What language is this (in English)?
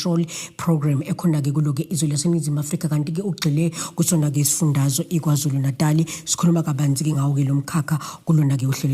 Zulu